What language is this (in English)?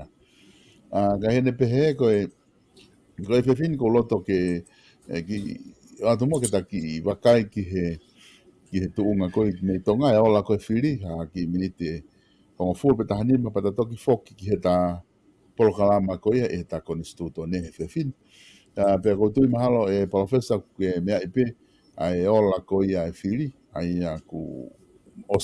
Tongan